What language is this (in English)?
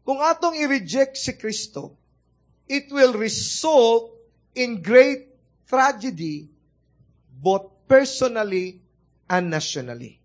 Cebuano